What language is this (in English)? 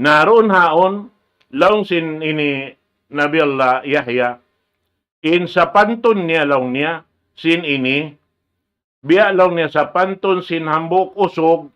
Tausug